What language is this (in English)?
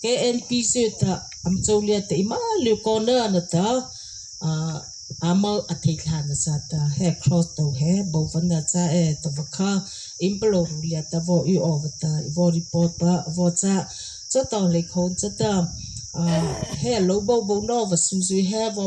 Mara Chin